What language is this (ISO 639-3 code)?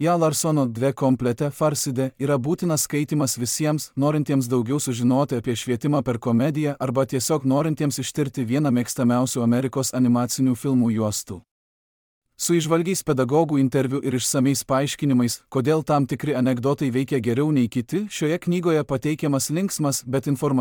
lit